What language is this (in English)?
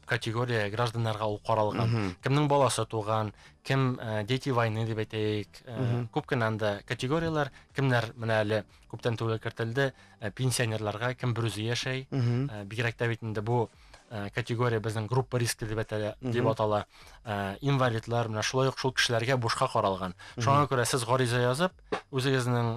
Bashkir